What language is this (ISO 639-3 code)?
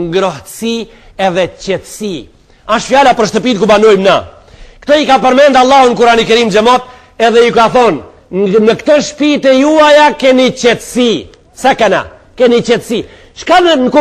sqi